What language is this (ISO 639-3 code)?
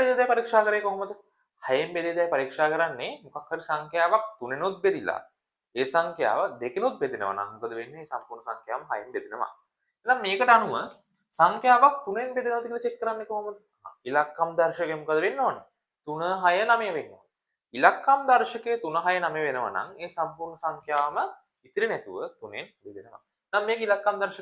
sin